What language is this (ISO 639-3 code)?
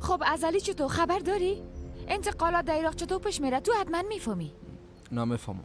fas